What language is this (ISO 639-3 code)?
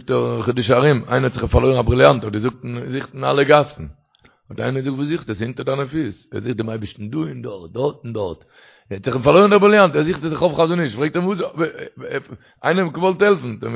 yid